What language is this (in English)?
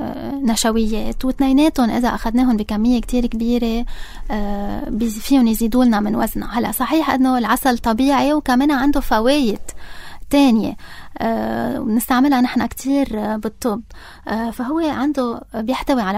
North Levantine Arabic